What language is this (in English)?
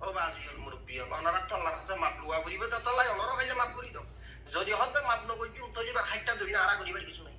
Rohingya